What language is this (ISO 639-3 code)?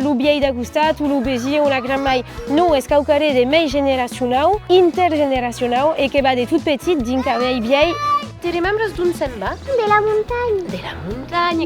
oci